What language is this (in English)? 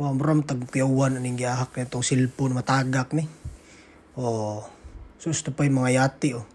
Cebuano